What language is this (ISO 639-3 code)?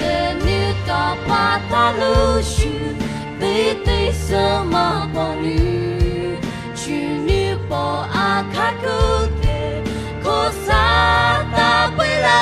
pmx